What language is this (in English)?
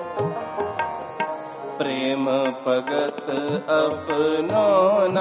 Punjabi